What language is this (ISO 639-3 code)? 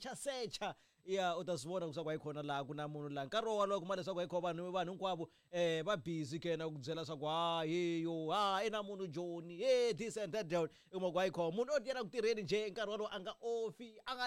tso